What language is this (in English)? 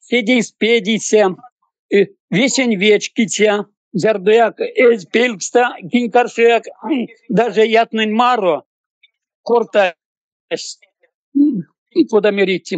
Erzya